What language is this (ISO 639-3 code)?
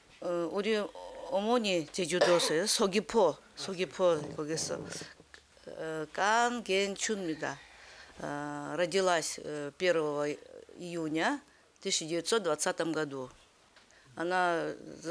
kor